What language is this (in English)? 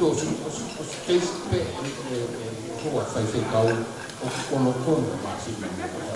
Tongan